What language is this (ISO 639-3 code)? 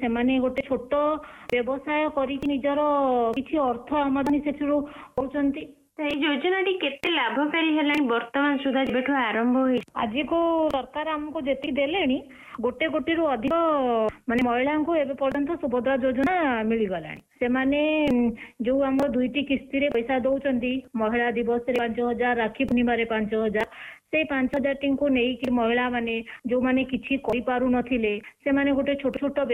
ori